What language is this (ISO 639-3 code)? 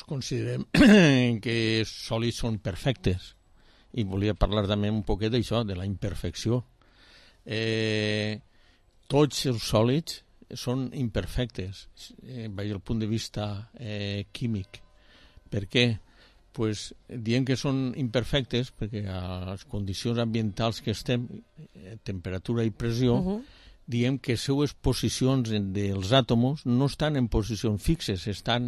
cat